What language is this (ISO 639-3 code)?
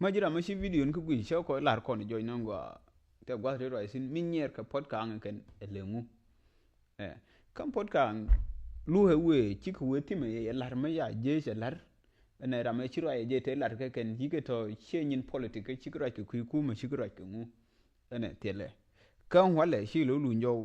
nus